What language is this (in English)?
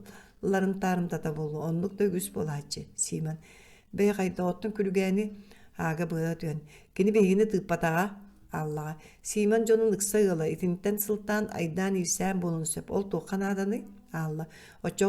Yakut